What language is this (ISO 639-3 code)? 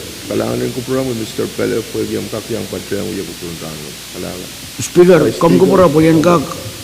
pon